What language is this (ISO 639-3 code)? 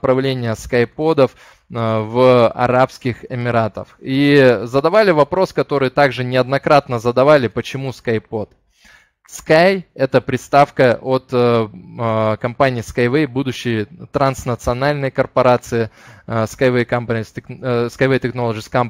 rus